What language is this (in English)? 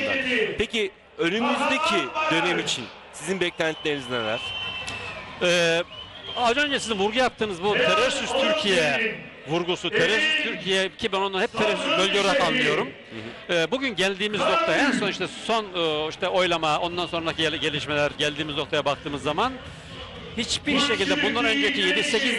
Turkish